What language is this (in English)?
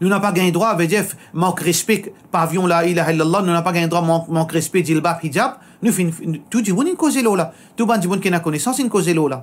Morisyen